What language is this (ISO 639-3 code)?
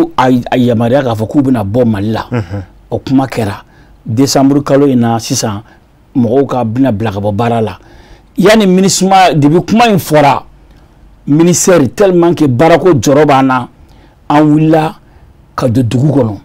bam